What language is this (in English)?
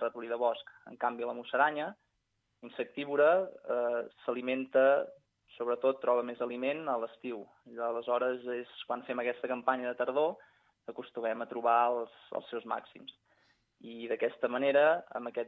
Catalan